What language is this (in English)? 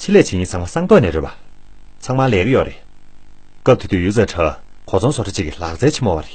Tibetan